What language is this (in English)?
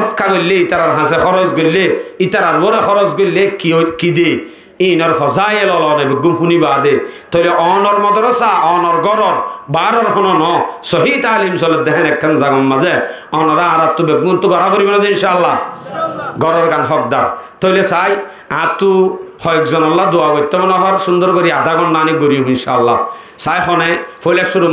Rohingya